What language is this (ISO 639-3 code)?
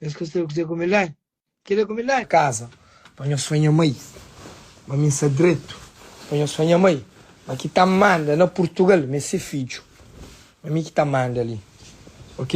kea